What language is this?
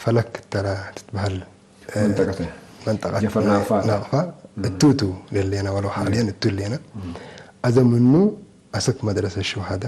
Tigre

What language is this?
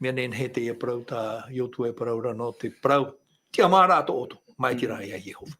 Tahitian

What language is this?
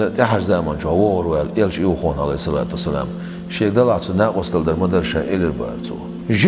Chechen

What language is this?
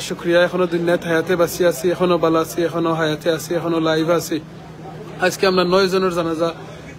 Sylheti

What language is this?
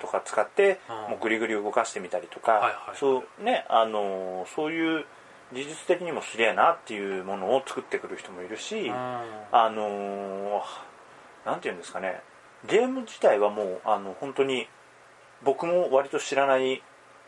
Japanese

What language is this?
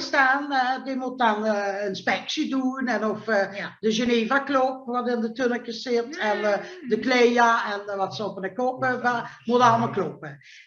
Limburgish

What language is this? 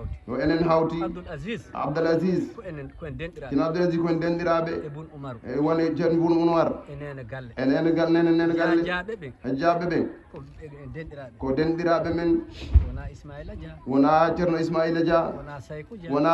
Fula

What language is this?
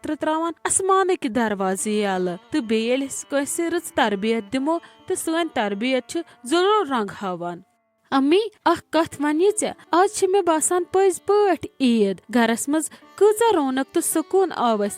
Kashmiri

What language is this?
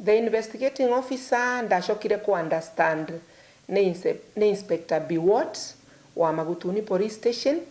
Meru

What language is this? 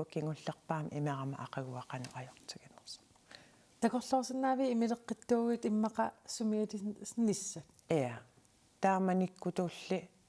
Kalaallisut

